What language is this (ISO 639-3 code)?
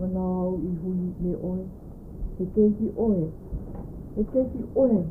haw